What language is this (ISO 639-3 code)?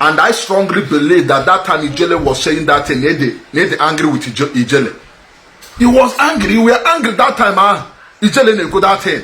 ibo